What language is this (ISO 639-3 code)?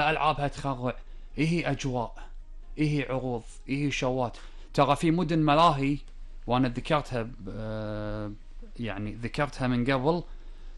afb